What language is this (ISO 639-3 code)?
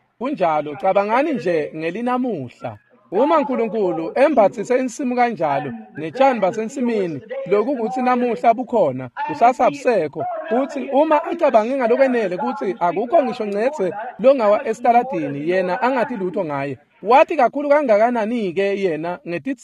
ssw